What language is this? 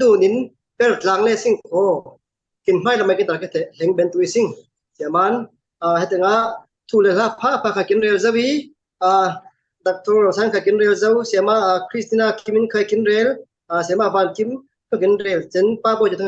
Falam Chin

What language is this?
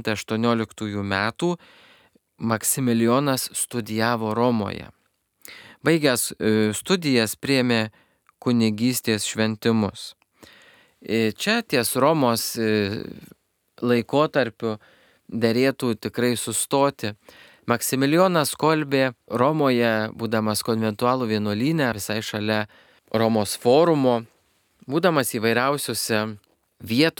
Lithuanian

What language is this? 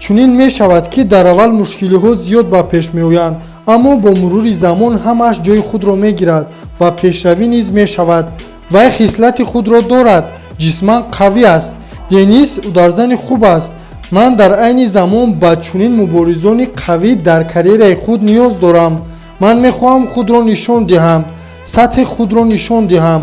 Tajik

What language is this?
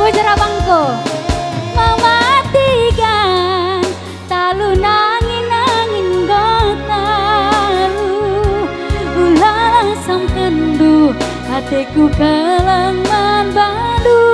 Batak Karo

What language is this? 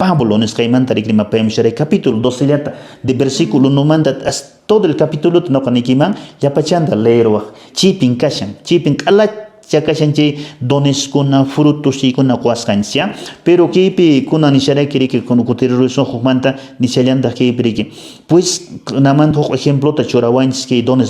Quechua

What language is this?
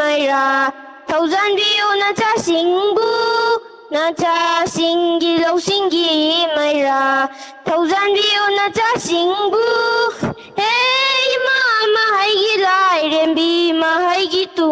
Manipuri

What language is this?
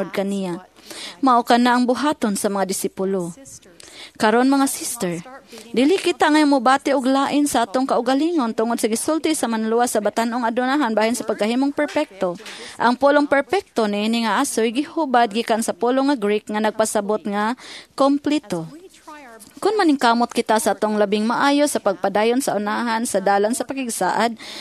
Cebuano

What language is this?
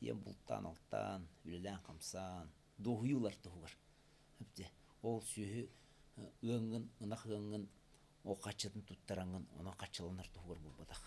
Yakut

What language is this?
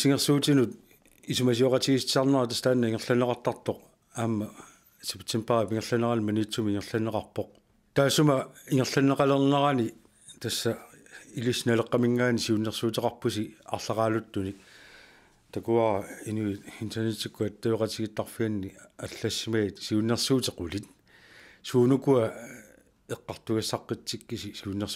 Kalaallisut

